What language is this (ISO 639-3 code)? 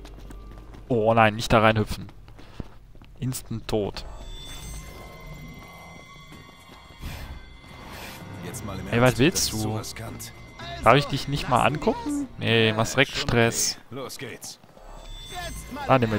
deu